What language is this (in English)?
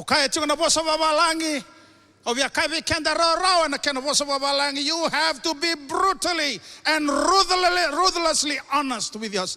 Fijian